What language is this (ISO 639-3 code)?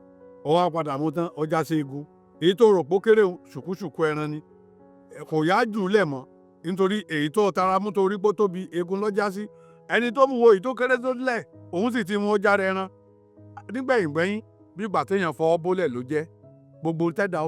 yor